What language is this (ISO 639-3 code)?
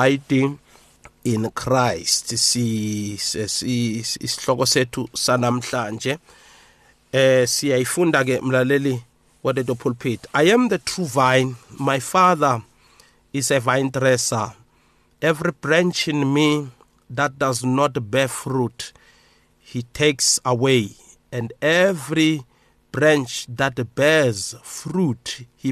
nbl